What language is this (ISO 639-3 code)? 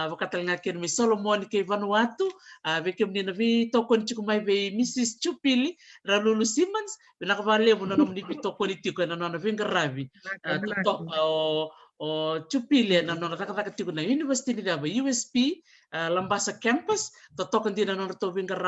fij